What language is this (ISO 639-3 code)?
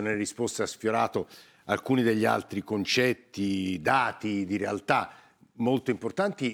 ita